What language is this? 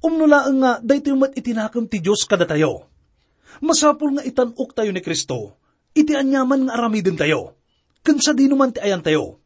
Iloko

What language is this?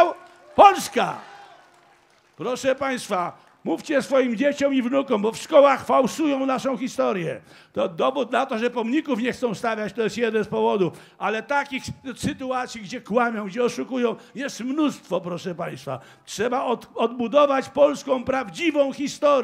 Polish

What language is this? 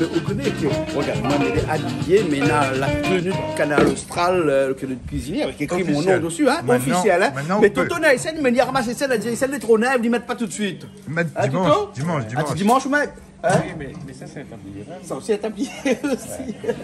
Réunion Creole French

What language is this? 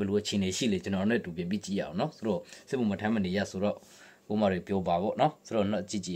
Burmese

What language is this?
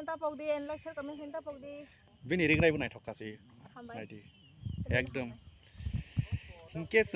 Kok Borok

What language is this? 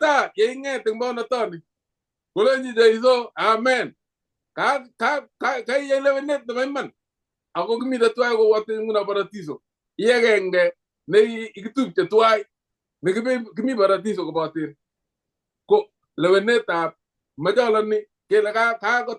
Kalenjin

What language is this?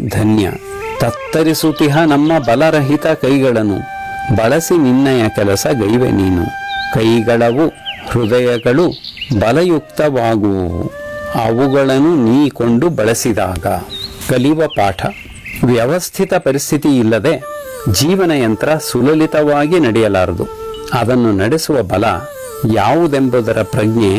Kannada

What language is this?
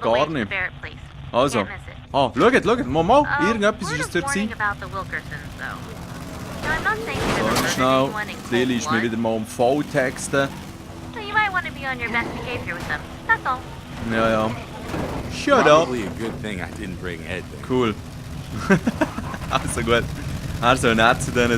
Swiss German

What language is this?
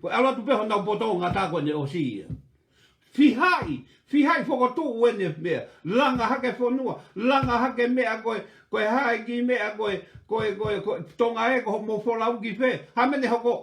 Tongan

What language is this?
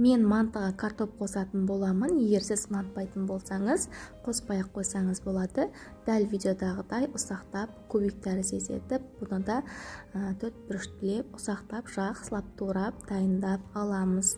Kazakh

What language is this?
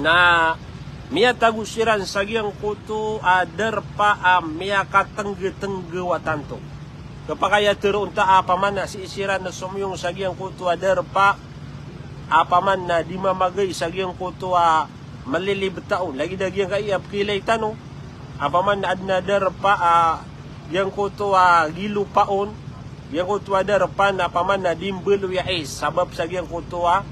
Maranao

